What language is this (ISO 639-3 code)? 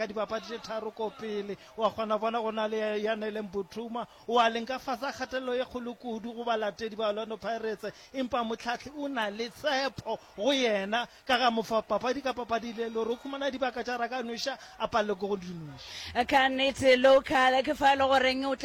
nso